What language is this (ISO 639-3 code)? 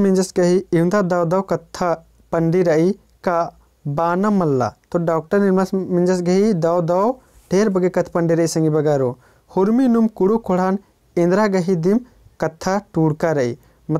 kru